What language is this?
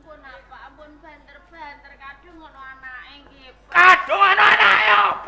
Javanese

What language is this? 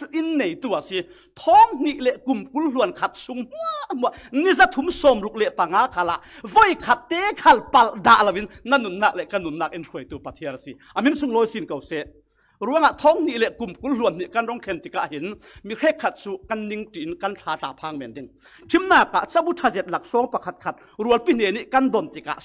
Falam Chin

